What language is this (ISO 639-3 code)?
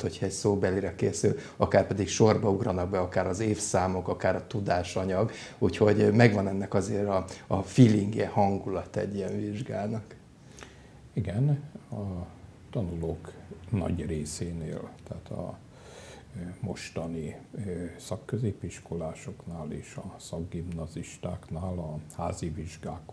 hun